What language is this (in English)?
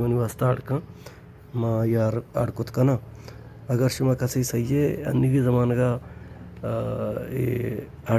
Baluchi